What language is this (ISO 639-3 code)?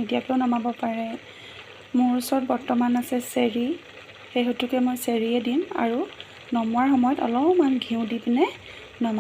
asm